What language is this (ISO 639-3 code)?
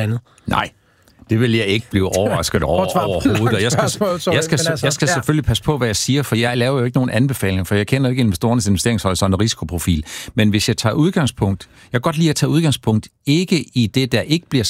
dan